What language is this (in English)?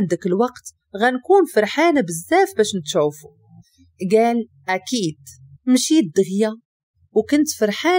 Moroccan Arabic